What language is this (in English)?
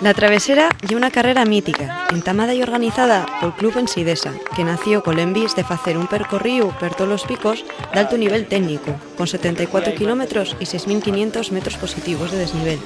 Asturian